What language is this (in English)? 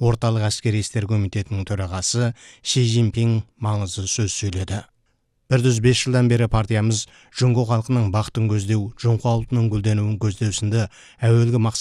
Kazakh